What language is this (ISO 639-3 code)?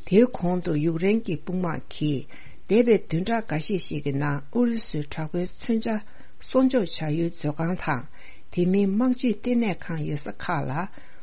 bod